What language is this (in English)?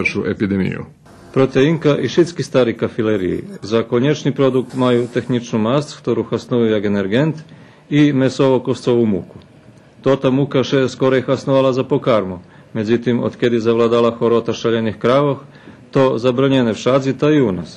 Rusyn